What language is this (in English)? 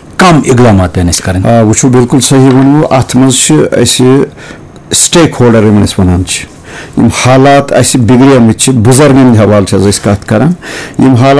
Kashmiri